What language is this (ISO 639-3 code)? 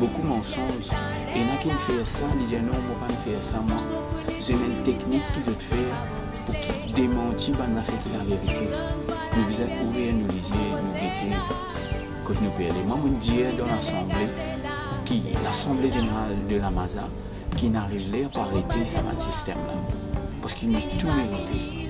mfe